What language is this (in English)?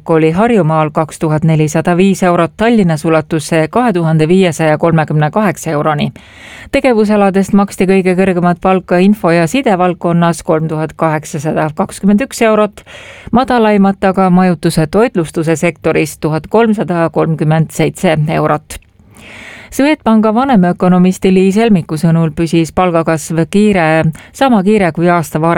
Estonian